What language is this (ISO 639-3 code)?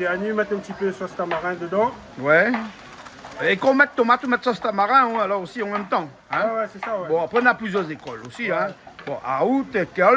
rcf